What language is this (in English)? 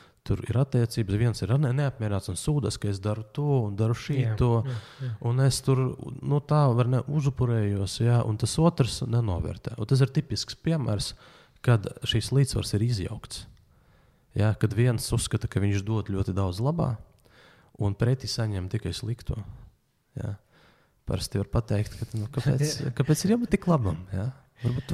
Latvian